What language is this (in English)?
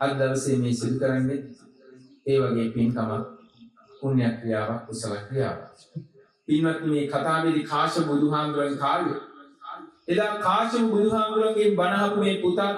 Sinhala